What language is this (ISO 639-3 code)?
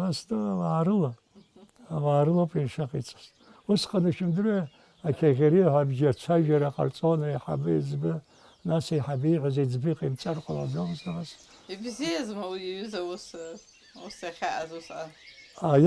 abk